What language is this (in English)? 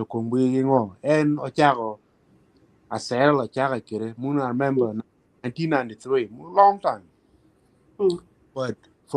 Acoli